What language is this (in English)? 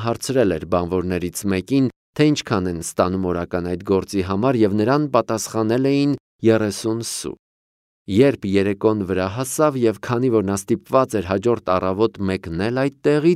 Armenian